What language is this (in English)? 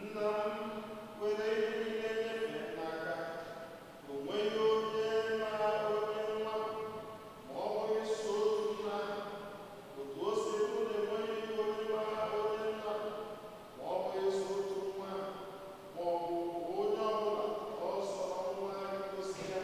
Igbo